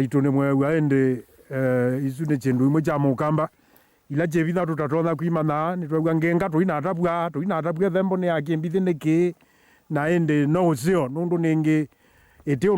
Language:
Kamba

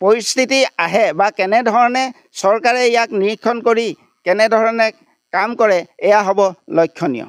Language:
Assamese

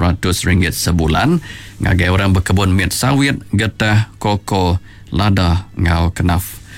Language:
Iban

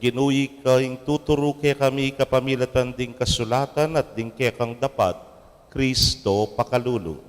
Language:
Pampanga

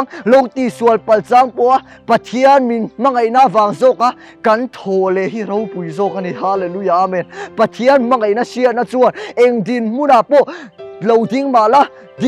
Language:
Mizo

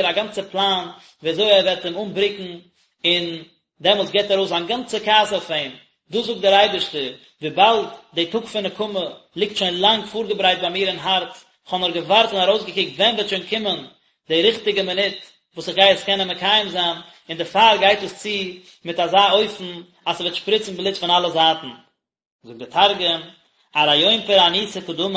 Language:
Yiddish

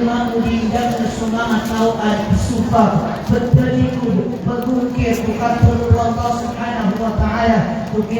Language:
Maranao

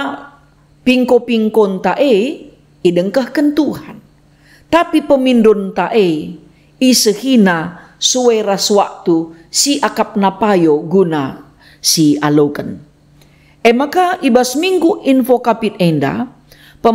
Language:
Batak Karo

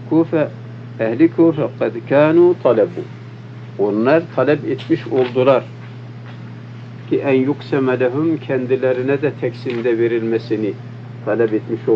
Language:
Turkish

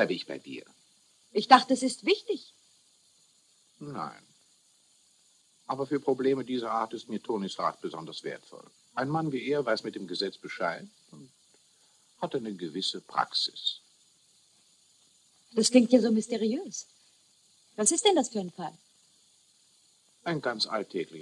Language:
German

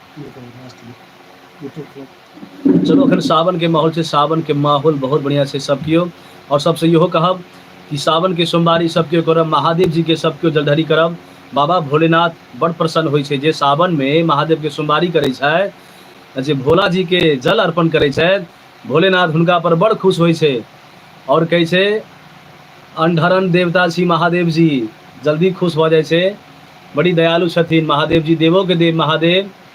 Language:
Maithili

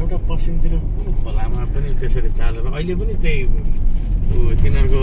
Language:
Nepali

